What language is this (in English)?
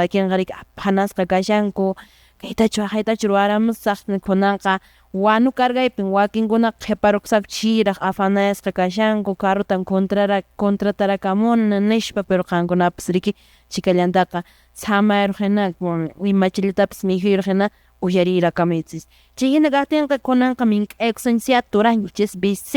Quechua